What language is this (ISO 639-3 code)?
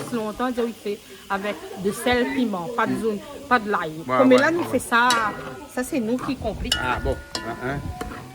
rcf